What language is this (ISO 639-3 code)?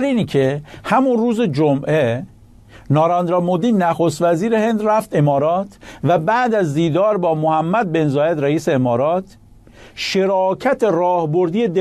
fas